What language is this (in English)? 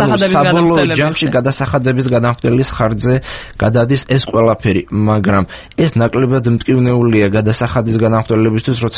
Georgian